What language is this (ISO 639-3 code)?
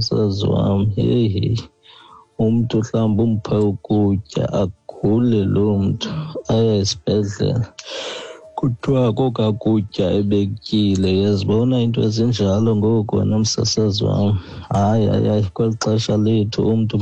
xho